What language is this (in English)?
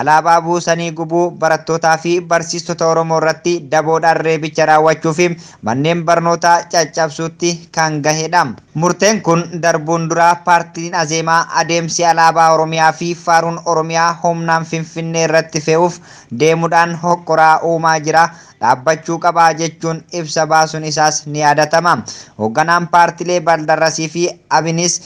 Oromo